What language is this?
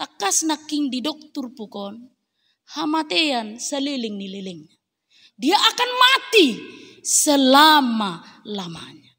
Batak Toba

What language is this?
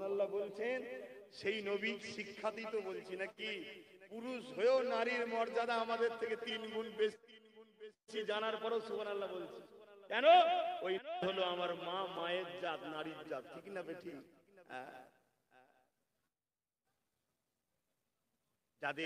Bangla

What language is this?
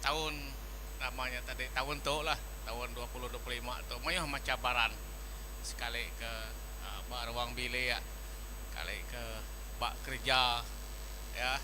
Iban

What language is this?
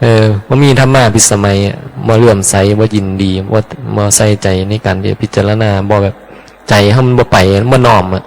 Northeastern Thai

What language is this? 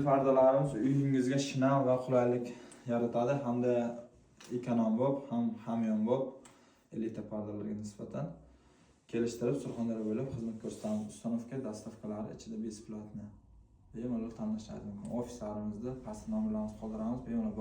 Uzbek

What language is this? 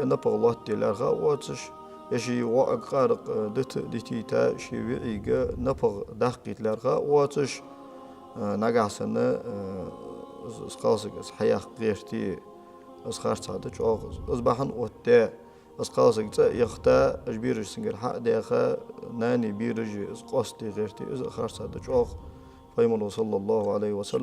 Ingush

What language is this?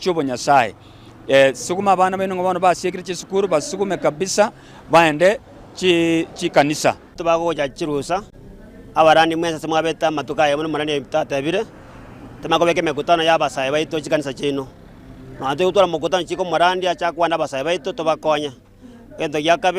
Gusii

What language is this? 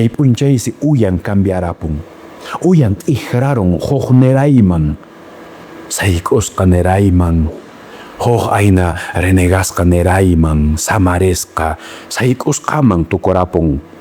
Quechua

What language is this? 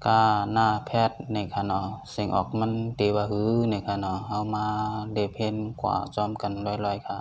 Shan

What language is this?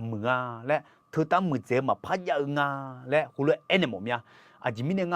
Akha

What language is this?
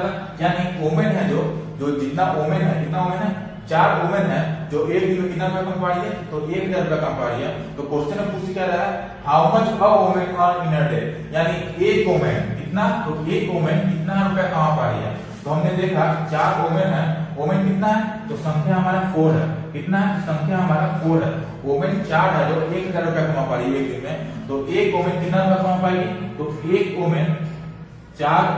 Hindi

